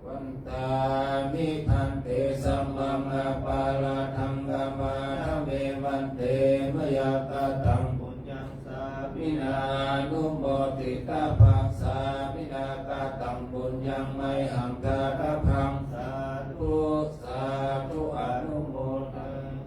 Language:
Pali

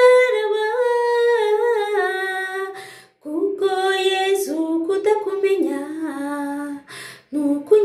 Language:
Kinyarwanda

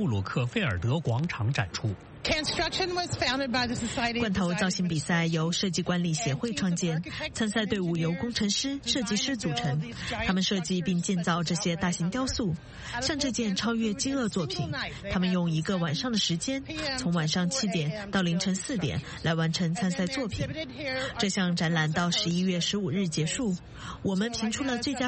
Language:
Chinese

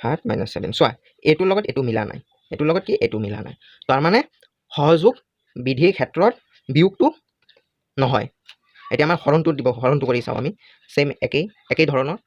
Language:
Assamese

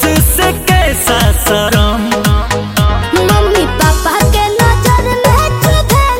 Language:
Bhojpuri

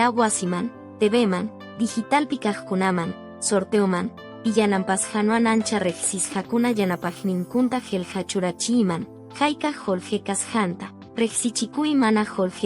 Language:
Quechua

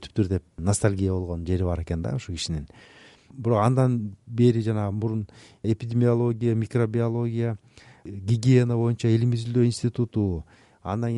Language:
Kyrgyz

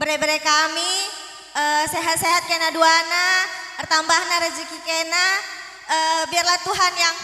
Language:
Batak Karo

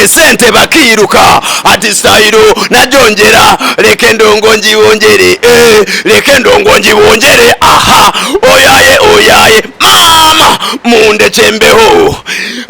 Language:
Nyankole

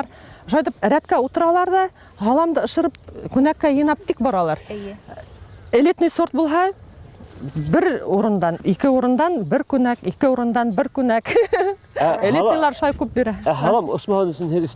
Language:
Bashkir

